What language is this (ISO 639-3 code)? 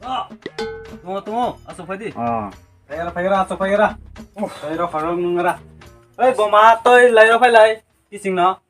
trp